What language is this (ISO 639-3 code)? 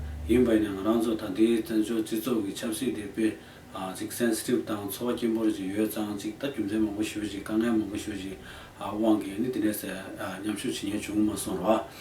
bod